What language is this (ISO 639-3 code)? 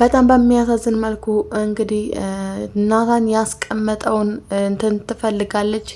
amh